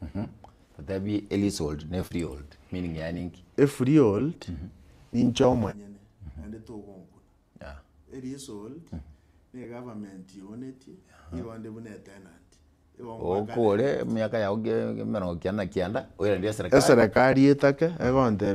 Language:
Gusii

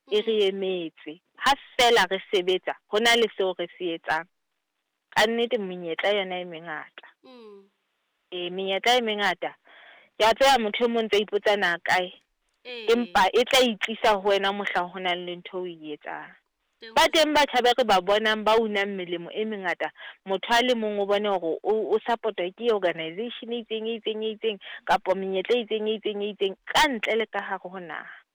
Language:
Southern Sotho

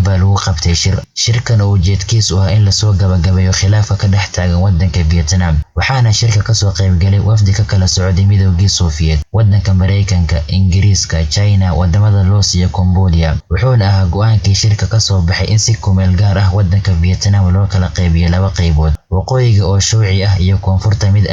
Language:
Somali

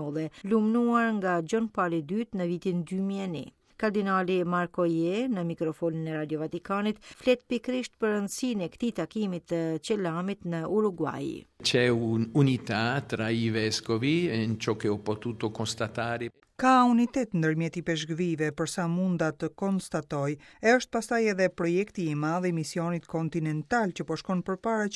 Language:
Albanian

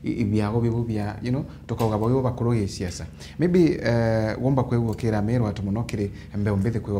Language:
Meru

